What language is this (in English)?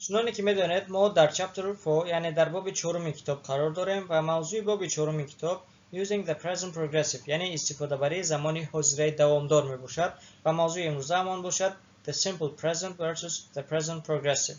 Tajik